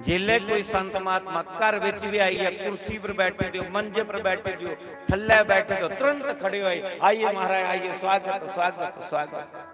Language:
Dogri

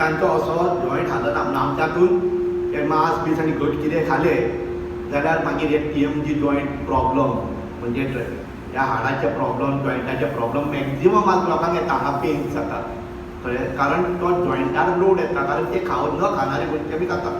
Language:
Konkani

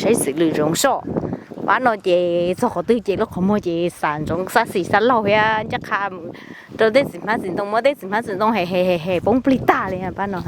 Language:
Hmong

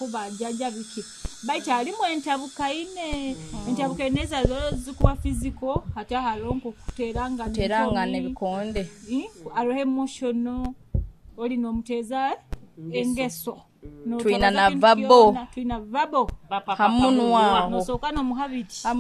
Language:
Nyoro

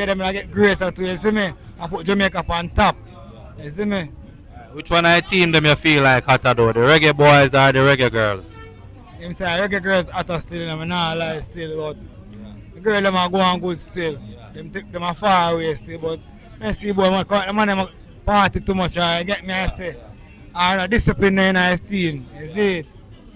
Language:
Jamaican Creole English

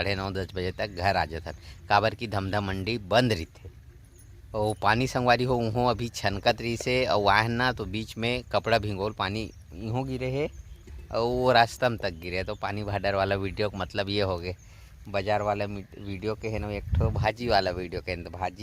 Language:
Chhattisgarhi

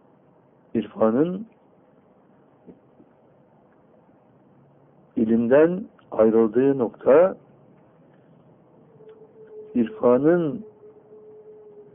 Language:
Turkish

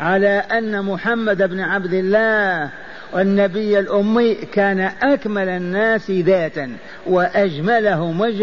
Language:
Arabic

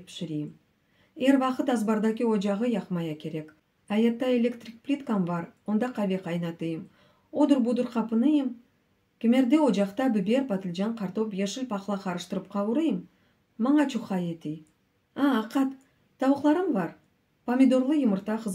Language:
Crimean Tatar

